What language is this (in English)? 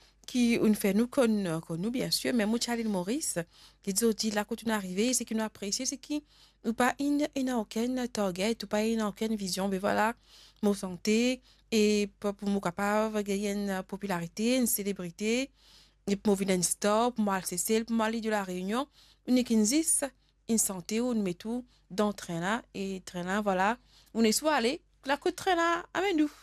Morisyen